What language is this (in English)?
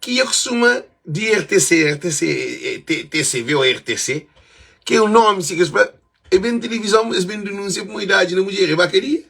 Kabuverdianu